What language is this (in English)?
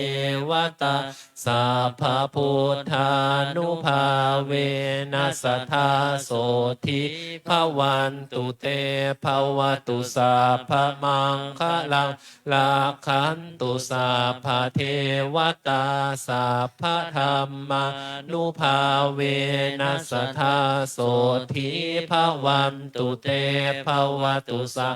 Pali